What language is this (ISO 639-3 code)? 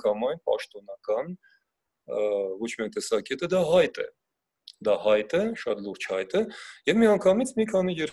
hye